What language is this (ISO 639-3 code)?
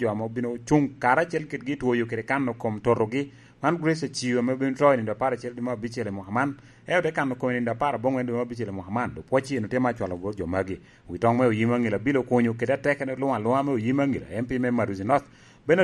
laj